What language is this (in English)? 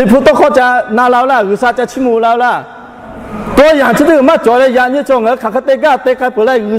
Lahu